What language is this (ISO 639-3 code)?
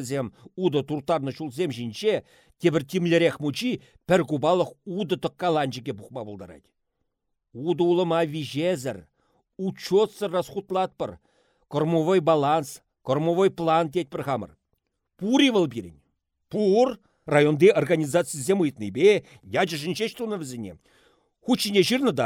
chv